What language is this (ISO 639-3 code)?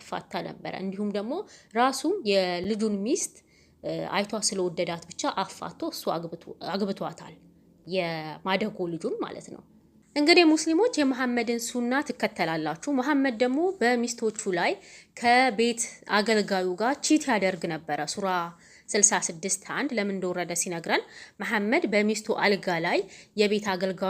amh